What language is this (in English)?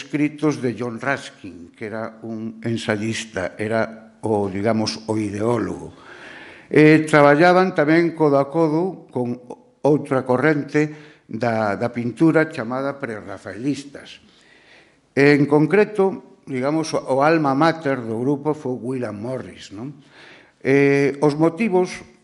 Galician